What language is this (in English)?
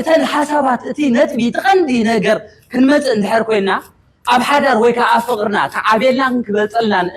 Tigrinya